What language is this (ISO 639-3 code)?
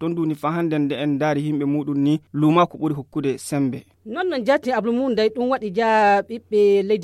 ful